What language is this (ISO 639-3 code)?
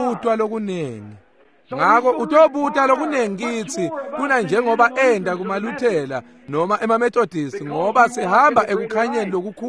ssw